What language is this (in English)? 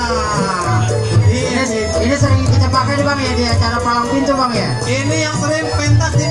Betawi